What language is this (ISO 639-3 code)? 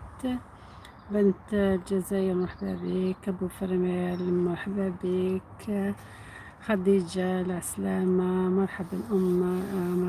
arq